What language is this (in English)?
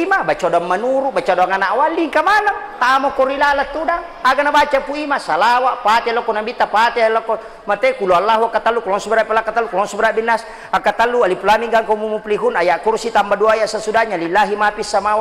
Buginese